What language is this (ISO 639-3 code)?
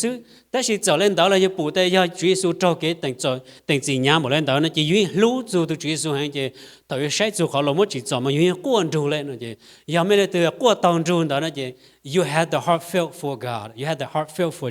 hmn